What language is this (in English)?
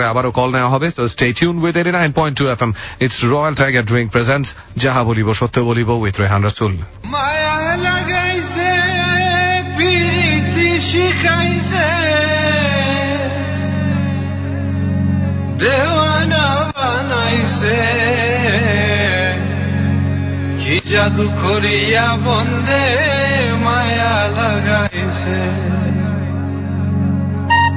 Bangla